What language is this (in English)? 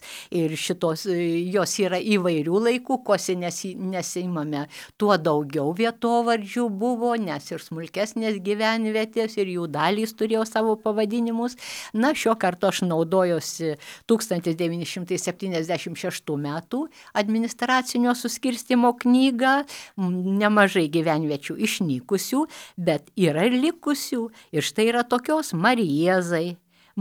Lithuanian